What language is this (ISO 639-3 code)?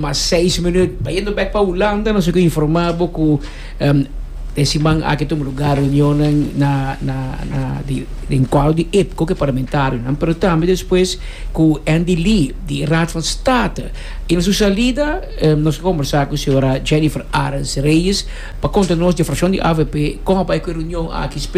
pap